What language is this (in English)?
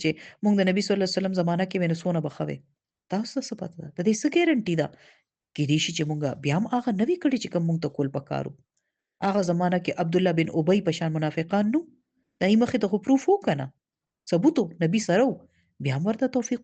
Pashto